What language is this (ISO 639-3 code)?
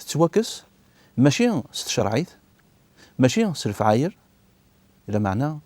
kab